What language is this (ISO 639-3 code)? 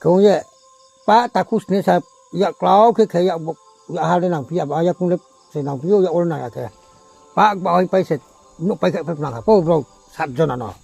ria